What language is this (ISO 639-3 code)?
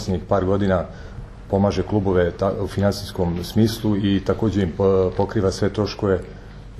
srp